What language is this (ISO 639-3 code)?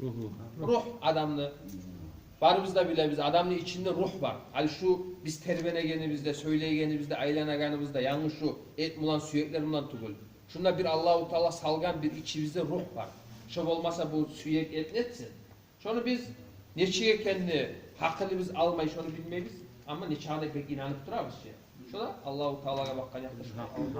kum